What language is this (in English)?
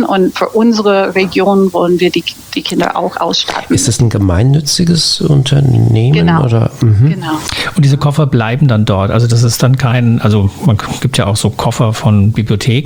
German